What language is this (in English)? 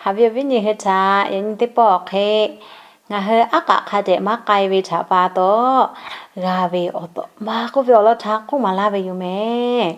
Lahu